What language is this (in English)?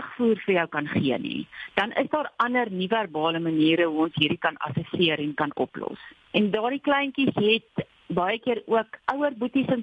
Afrikaans